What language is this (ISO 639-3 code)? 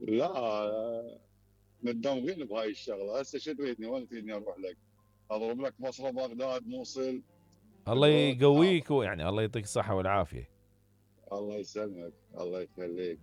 acm